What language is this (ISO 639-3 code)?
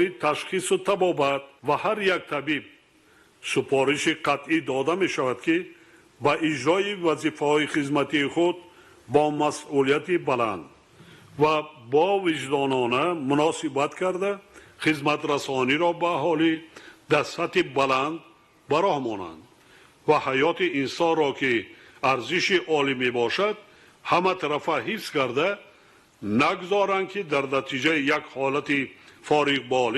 tgk